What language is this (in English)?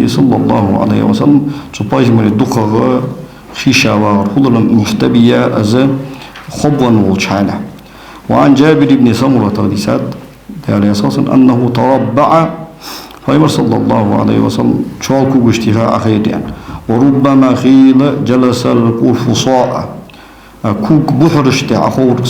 Ingush